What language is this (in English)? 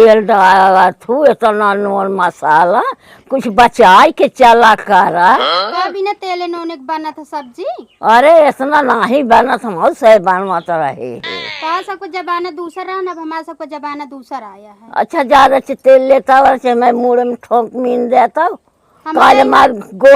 Awadhi